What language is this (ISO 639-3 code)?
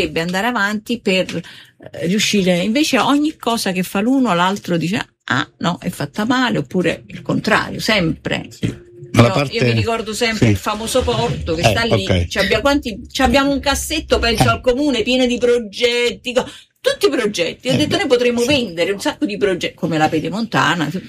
ita